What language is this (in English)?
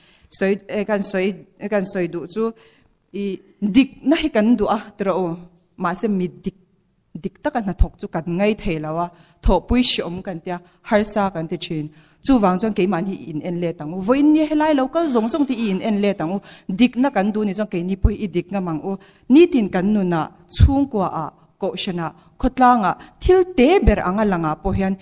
Mizo